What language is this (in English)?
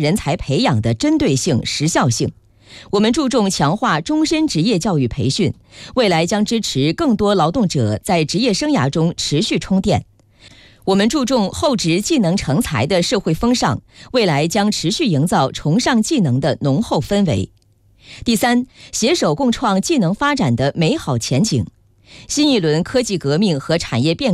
Chinese